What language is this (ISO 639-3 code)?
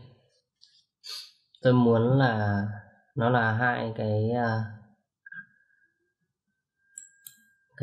vie